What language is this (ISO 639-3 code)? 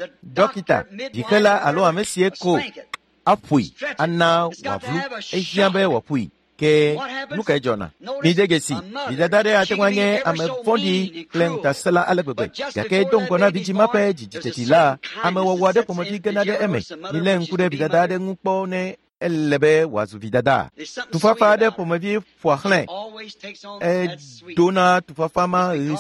ewe